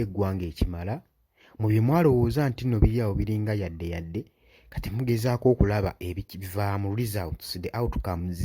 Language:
Ganda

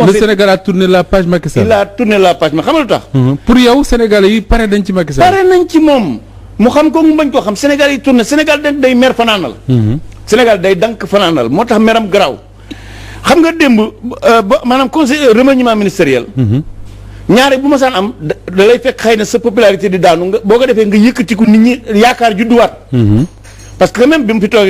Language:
Wolof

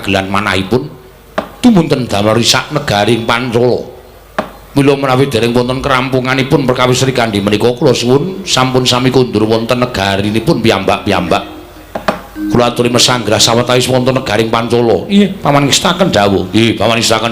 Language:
Javanese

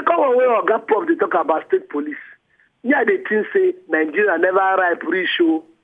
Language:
Nigerian Pidgin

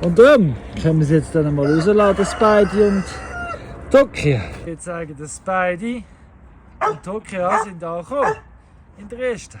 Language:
Swiss German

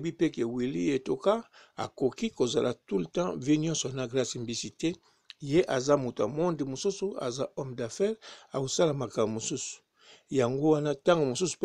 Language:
Lingala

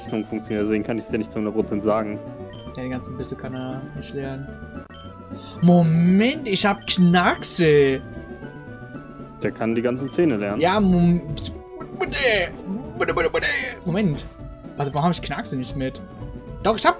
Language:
German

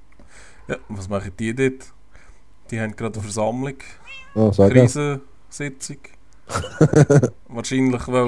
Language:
Swiss German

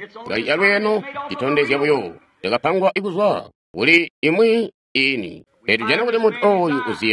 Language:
Tonga (Zambia)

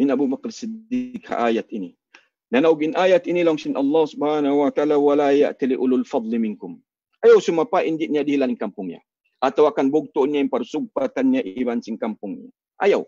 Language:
Tausug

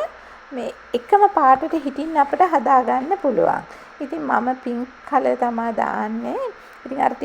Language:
Sinhala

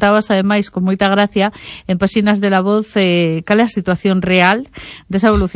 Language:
Galician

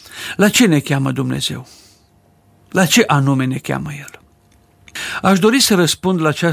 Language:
Romanian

